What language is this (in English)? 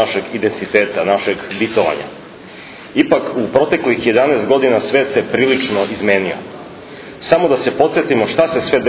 Serbian